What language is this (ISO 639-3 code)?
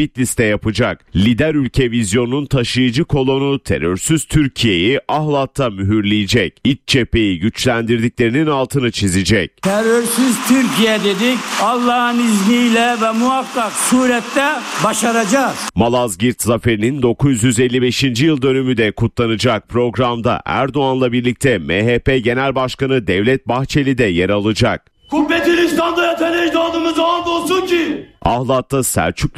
tur